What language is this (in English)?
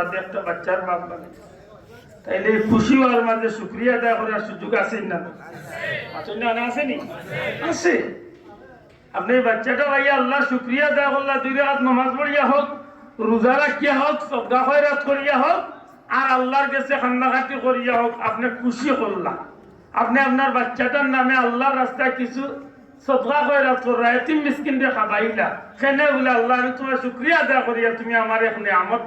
Sylheti